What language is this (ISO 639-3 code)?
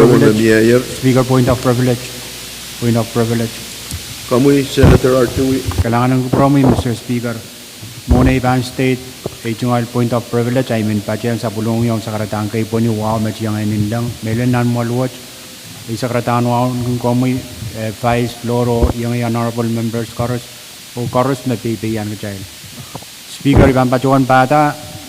pon